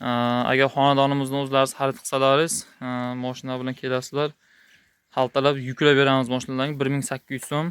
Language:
Uzbek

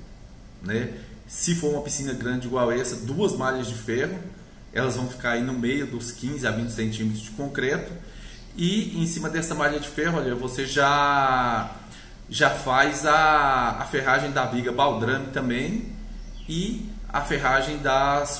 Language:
Portuguese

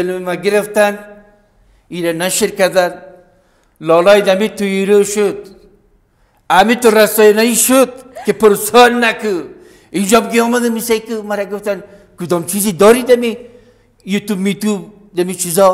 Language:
Persian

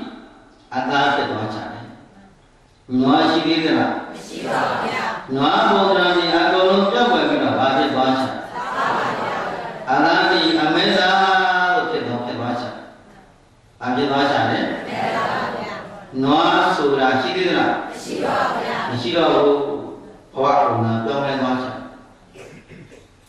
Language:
Burmese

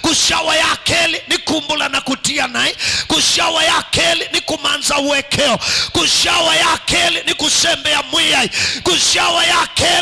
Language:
Kamba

